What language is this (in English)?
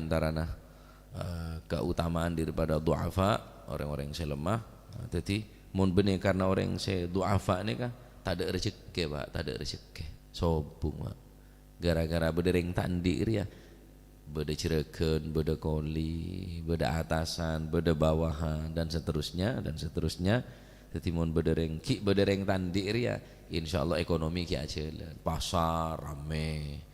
Madurese